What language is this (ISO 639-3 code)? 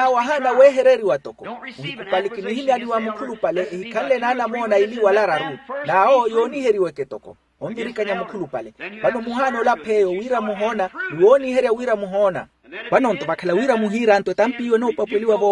vmw